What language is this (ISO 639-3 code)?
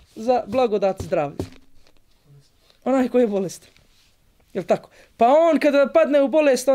bos